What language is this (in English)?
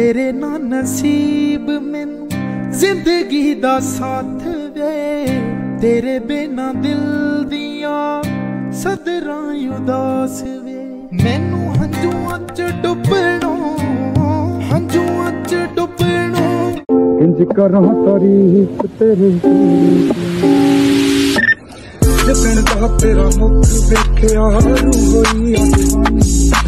Punjabi